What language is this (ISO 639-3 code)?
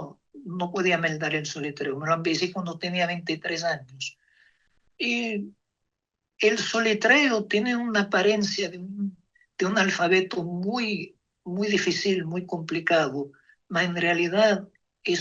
lad